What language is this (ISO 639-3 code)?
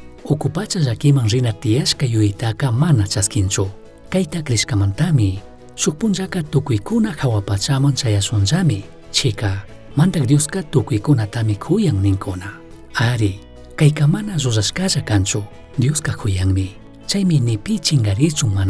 qug